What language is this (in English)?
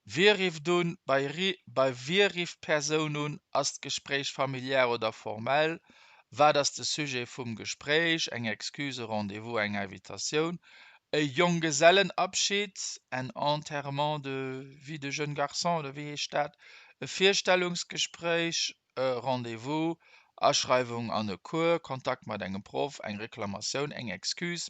Luxembourgish